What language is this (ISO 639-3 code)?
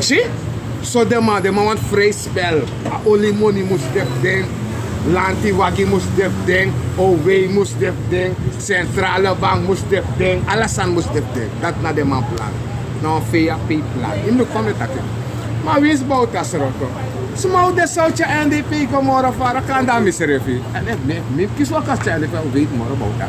srn